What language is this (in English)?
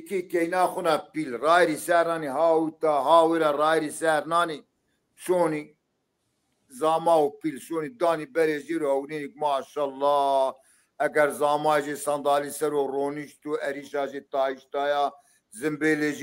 Zaza